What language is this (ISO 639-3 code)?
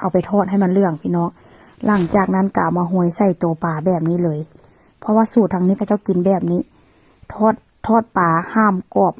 tts